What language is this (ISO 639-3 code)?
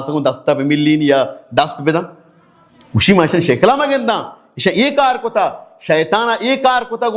bal